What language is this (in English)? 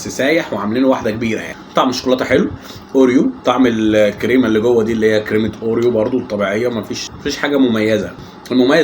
Egyptian Arabic